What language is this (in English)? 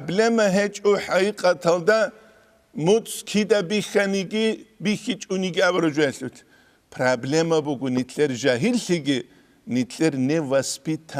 Avaric